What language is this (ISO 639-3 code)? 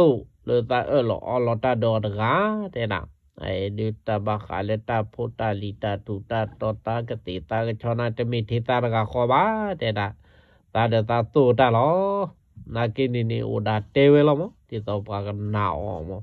ksw